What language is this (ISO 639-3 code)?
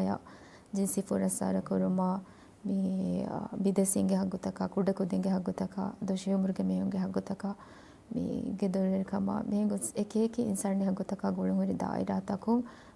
div